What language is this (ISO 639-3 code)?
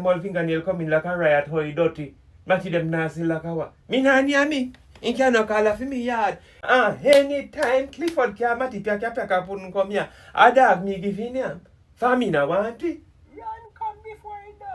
jam